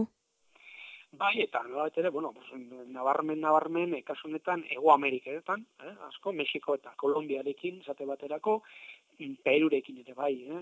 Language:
Basque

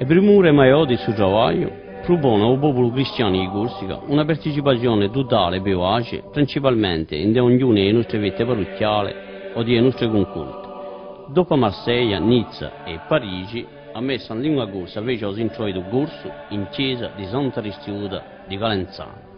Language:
Corsican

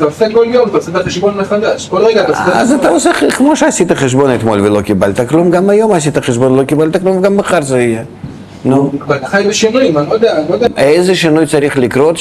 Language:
Hebrew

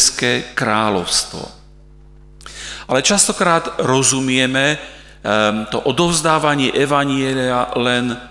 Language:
Slovak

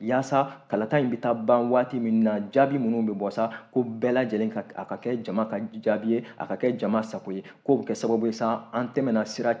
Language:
Bambara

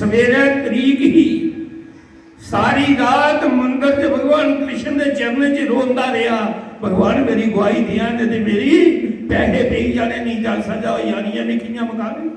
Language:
Dogri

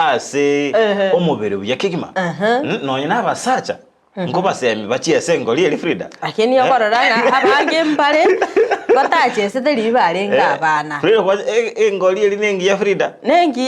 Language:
Gusii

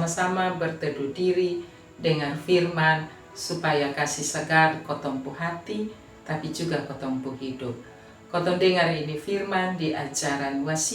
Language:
Kupang Malay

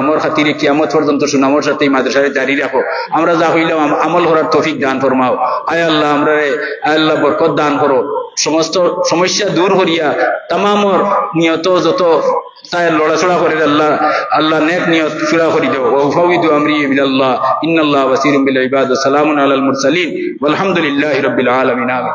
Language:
Sylheti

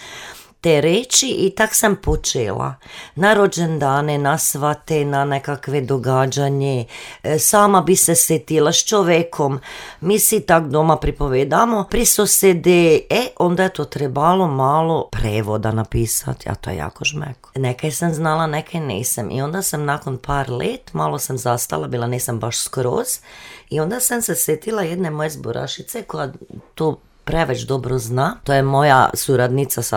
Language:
Serbian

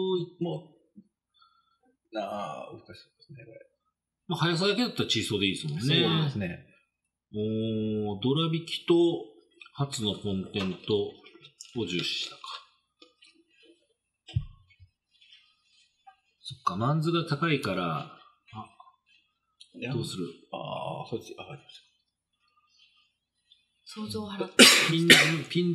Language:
Japanese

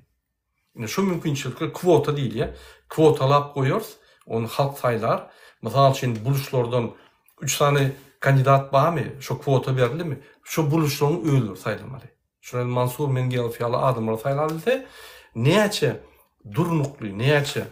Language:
Turkmen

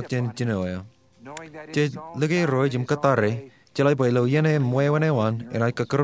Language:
Marshallese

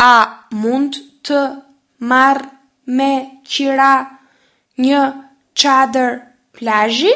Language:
Albanian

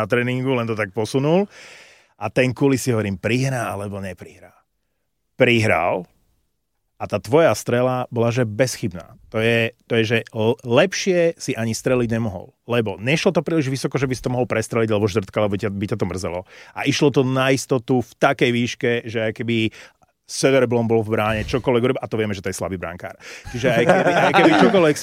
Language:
Slovak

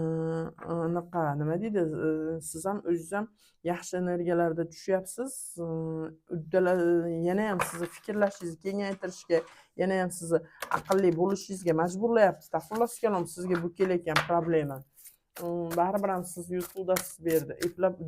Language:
Uzbek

